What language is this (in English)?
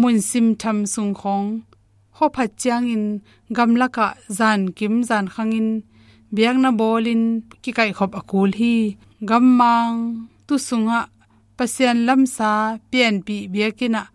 Tedim Chin